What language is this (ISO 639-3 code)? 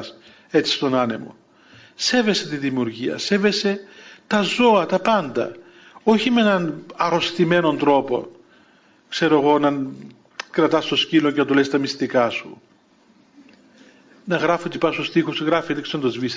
ell